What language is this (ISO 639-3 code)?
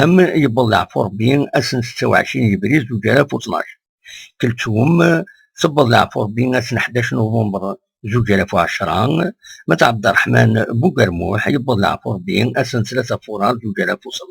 kab